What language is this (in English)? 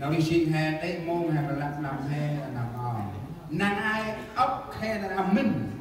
Central Mnong